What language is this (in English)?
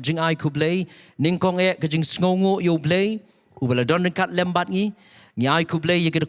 Khasi